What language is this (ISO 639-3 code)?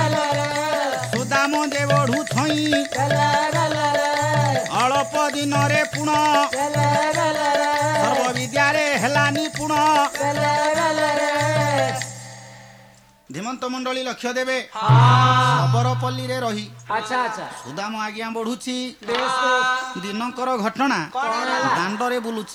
ori